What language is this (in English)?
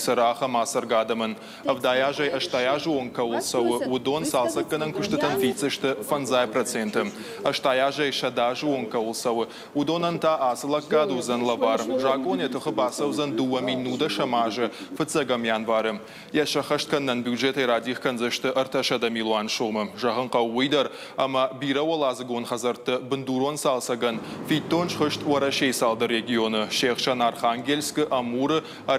Ossetic